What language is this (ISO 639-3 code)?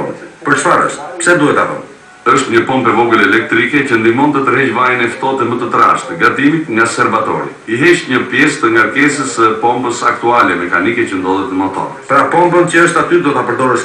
sqi